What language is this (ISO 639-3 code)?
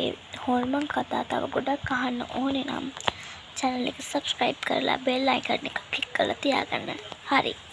sin